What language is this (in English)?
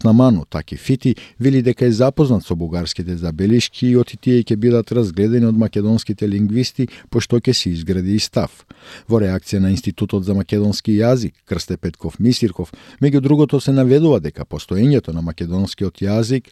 Macedonian